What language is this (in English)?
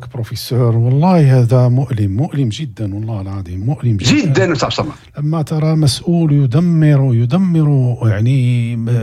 Moroccan Arabic